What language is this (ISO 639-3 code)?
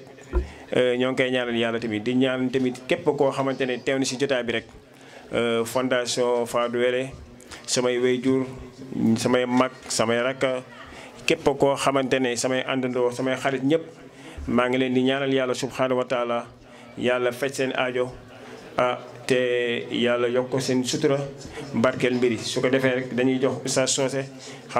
wol